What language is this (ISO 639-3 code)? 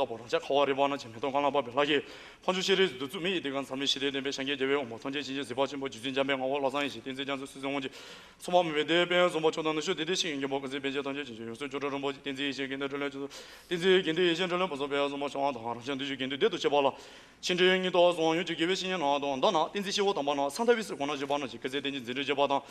bod